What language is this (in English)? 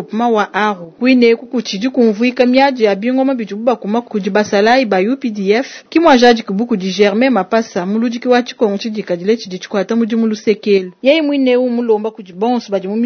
Luba-Lulua